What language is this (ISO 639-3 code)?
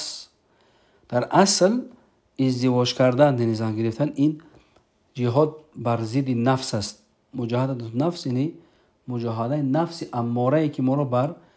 tgk